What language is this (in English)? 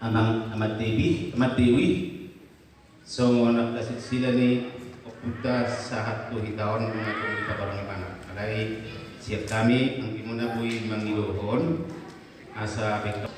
Batak Toba